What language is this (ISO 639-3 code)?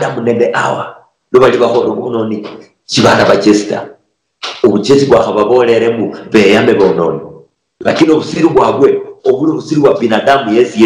luy